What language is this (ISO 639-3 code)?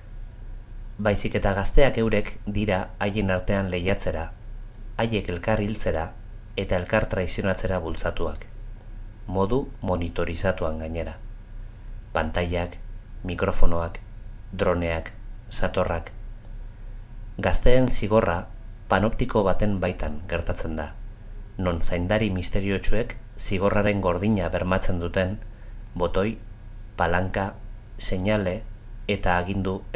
eus